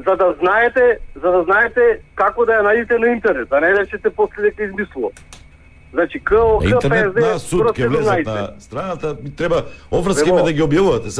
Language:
Macedonian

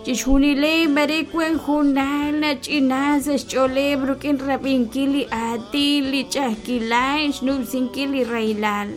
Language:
Kekchí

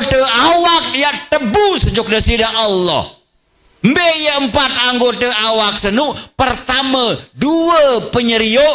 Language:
Sasak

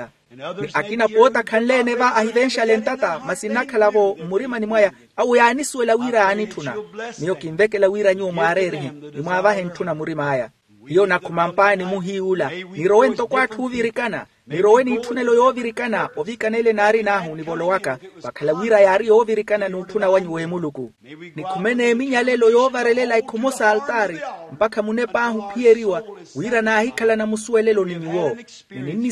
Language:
Makhuwa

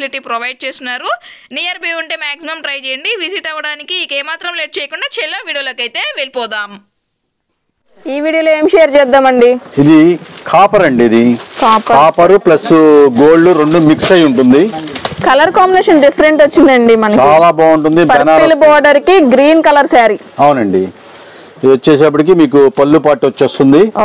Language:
Telugu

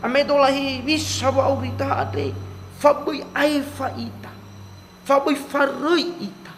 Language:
Nias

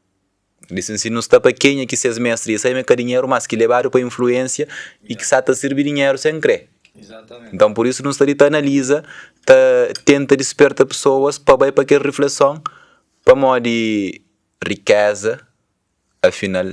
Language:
Kabuverdianu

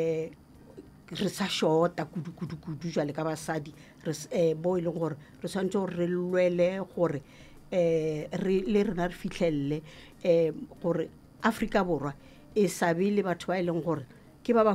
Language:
Northern Sotho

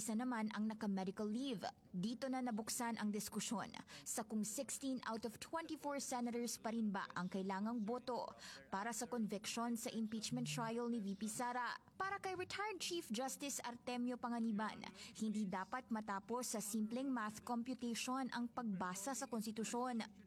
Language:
Filipino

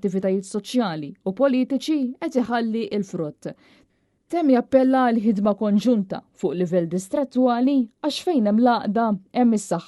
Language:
Maltese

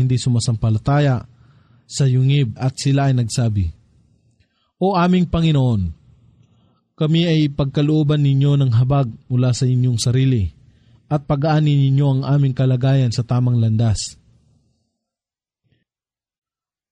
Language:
Filipino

